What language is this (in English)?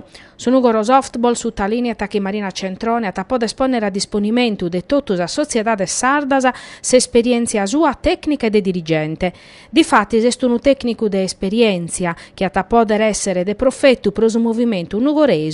Sardinian